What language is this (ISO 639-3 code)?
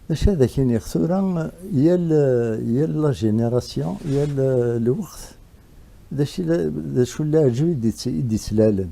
kab